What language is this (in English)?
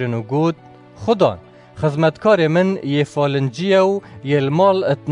Kurdish